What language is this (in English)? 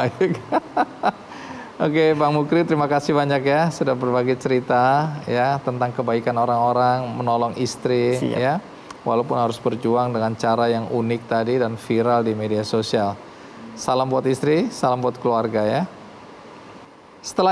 Indonesian